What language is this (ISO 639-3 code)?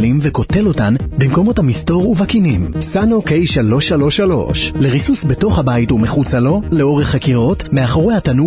heb